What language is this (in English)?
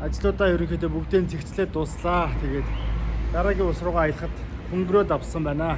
Mongolian